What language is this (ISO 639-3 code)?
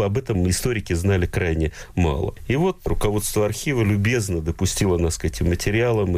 rus